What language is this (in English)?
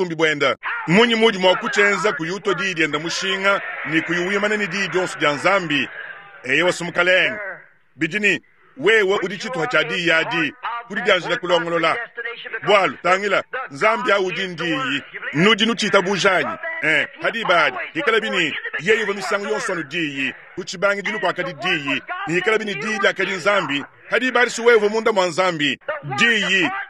Luba-Lulua